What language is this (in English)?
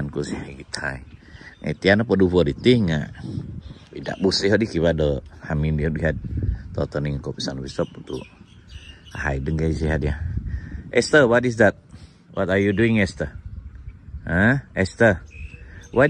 Central Dusun